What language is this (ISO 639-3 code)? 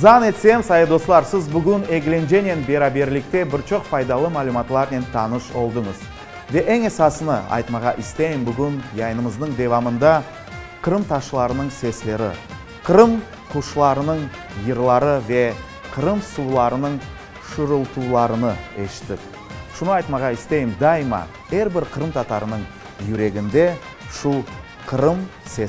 crh